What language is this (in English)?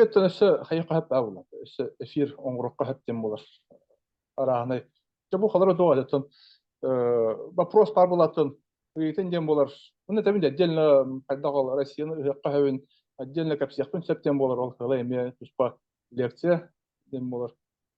Yakut